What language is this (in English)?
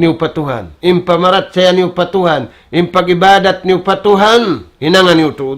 Tausug